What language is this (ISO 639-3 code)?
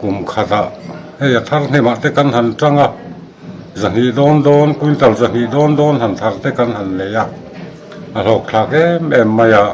lus